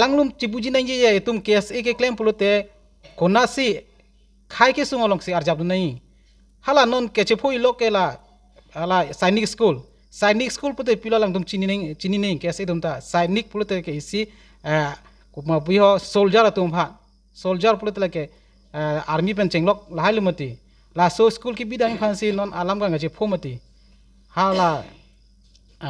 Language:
Karbi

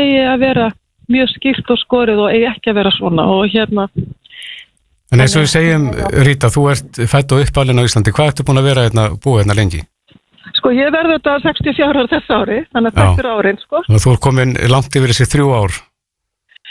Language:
Icelandic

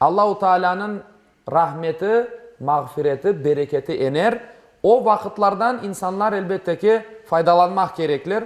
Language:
Crimean Tatar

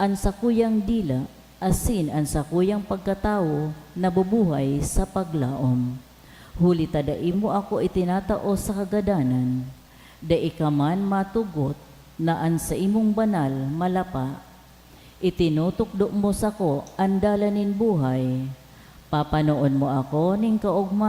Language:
Bikol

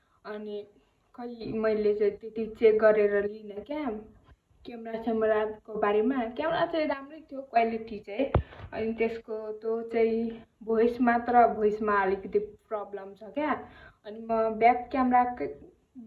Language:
Nepali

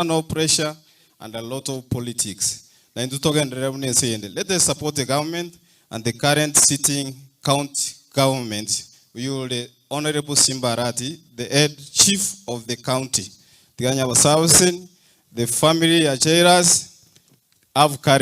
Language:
Gusii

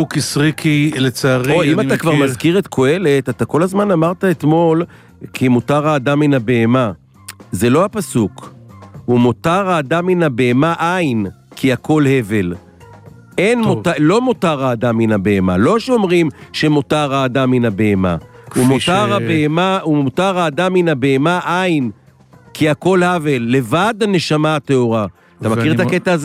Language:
Hebrew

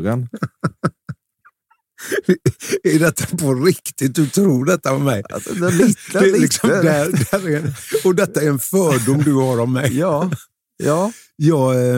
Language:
Swedish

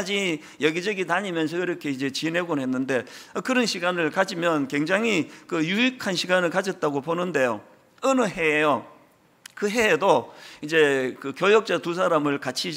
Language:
Korean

